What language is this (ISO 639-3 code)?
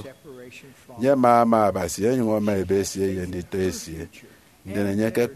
efi